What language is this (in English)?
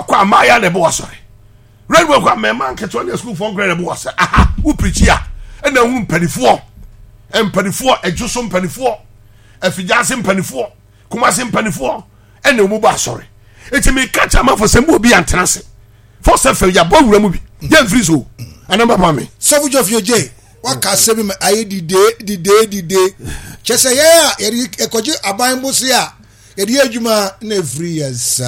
Akan